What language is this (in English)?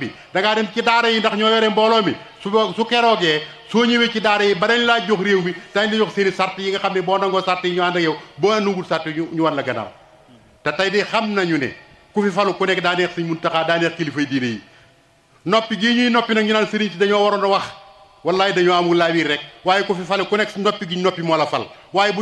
Wolof